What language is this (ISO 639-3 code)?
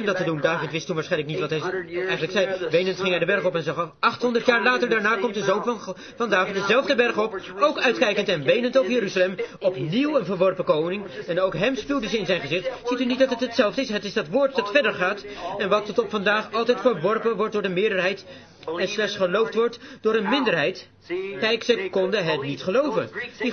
nld